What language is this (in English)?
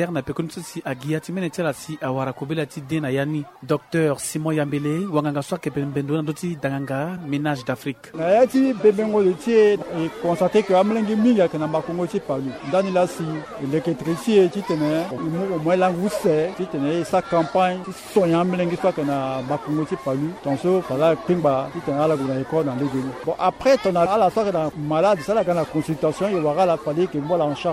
Sango